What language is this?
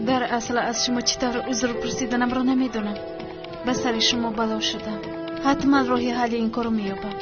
Tajik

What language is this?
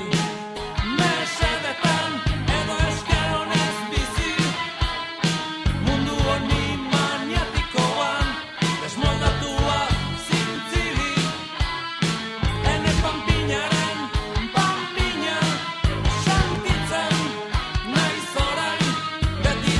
Basque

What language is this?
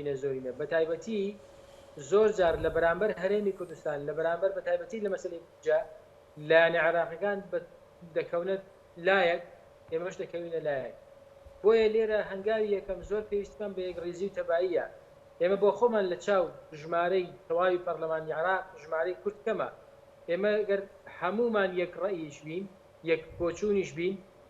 Central Kurdish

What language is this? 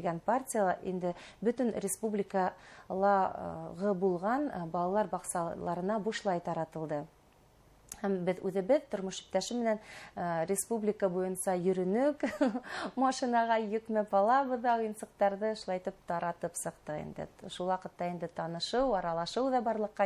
Bashkir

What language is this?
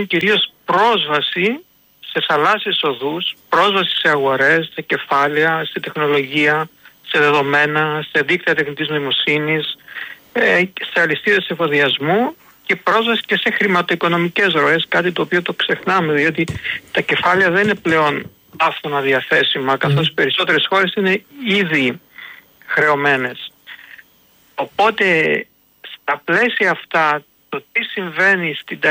Greek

